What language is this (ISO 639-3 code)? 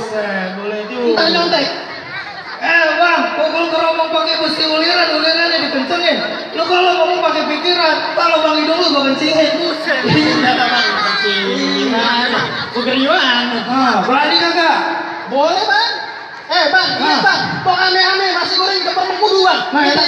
bew